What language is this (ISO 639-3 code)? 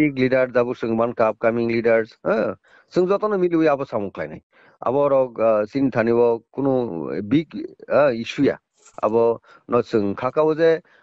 trp